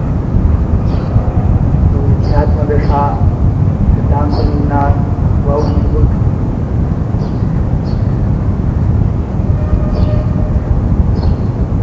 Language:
Gujarati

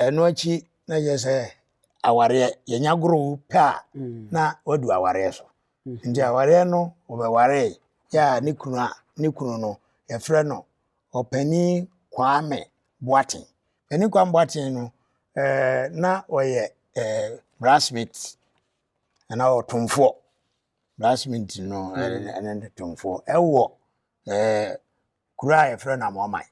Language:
Akan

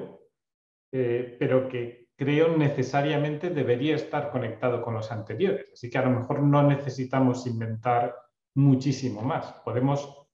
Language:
Spanish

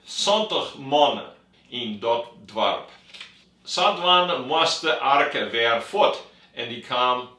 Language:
Western Frisian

